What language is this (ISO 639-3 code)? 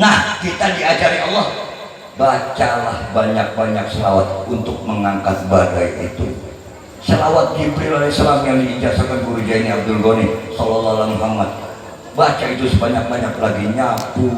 bjn